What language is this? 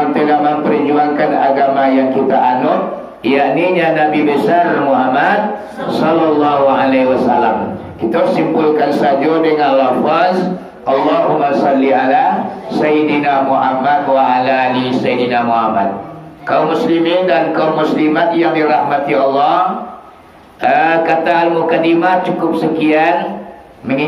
Minangkabau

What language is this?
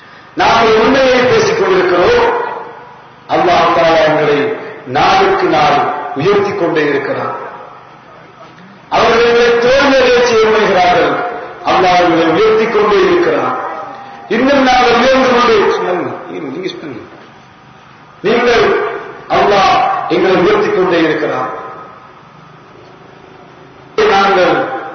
Tamil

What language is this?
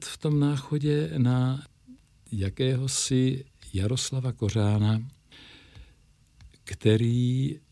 Czech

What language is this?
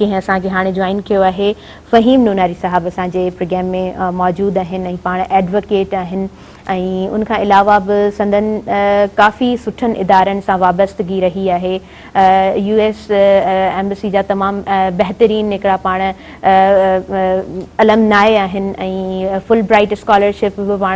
Sindhi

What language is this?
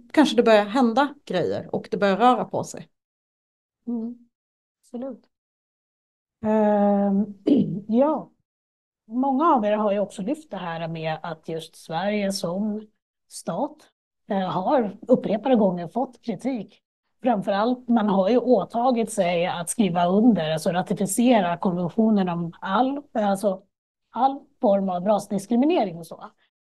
Swedish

